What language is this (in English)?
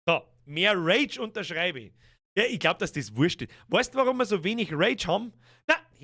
Bavarian